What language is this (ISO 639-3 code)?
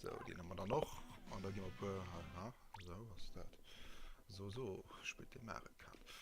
ltz